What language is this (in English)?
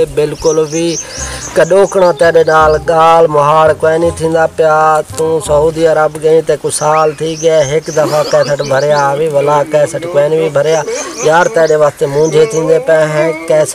Saraiki